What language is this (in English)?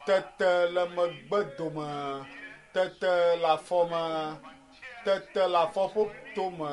Ewe